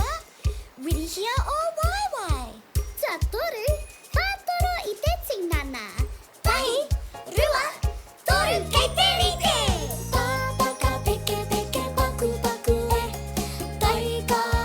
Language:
Māori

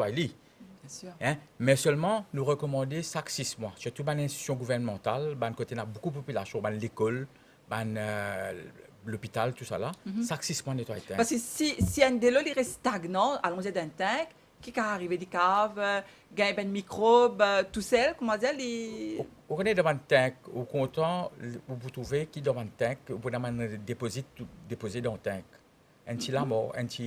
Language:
Morisyen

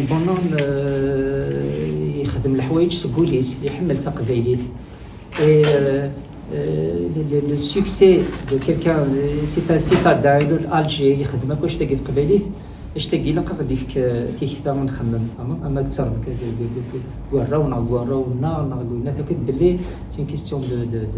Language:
Kabyle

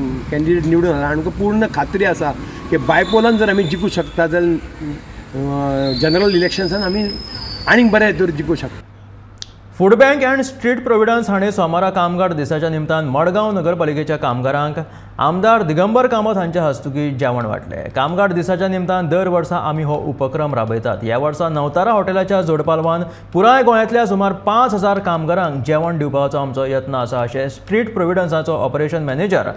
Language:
Konkani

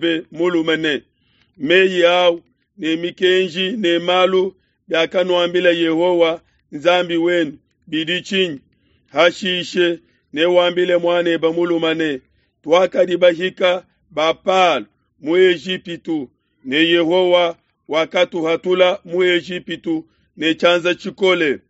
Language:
Luba-Lulua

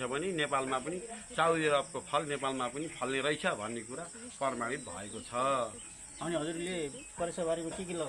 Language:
Nepali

